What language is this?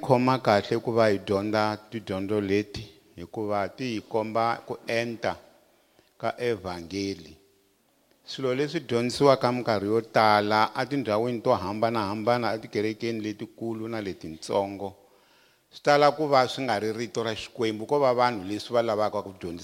Tsonga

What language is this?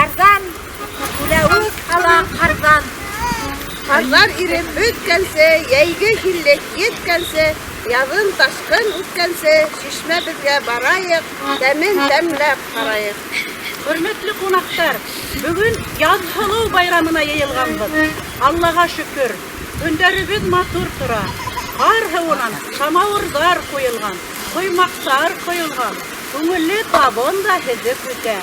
Bashkir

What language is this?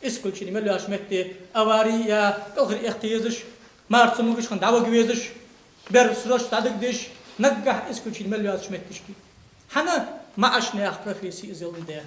Ingush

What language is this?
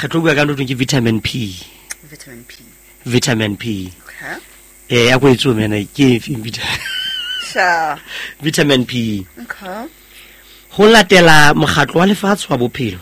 Southern Sotho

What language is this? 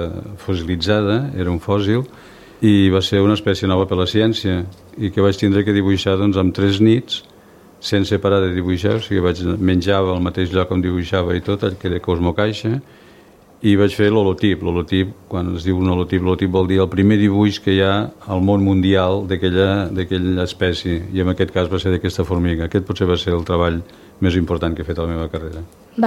Catalan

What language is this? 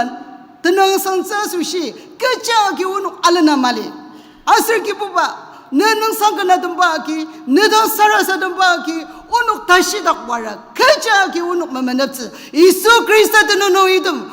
Ao Naga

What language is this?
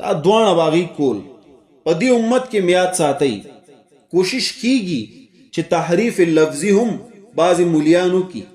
Pashto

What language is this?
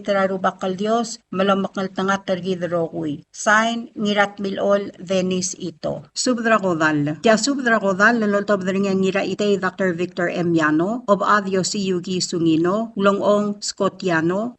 Palauan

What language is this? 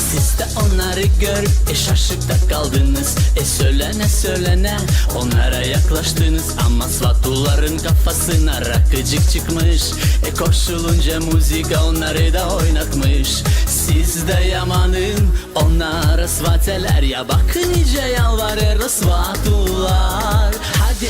Gagauz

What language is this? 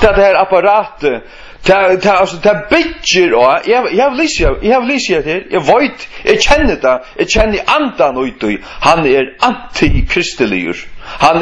Faroese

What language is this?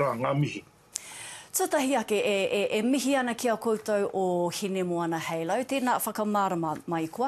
Māori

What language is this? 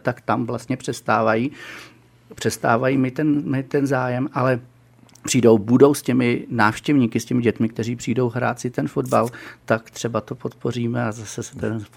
Czech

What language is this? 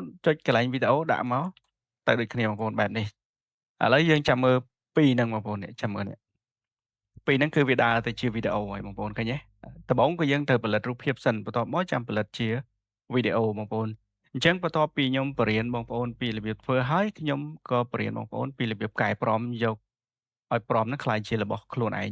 Khmer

